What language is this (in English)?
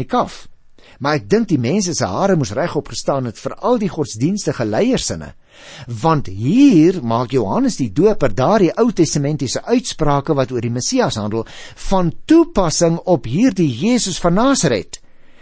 Afrikaans